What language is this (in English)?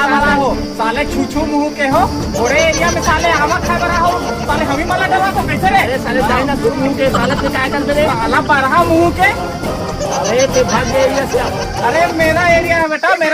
Chhattisgarhi